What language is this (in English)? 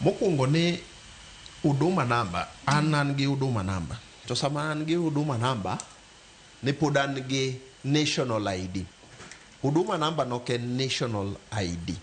Luo (Kenya and Tanzania)